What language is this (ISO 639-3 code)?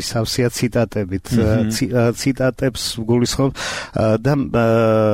kat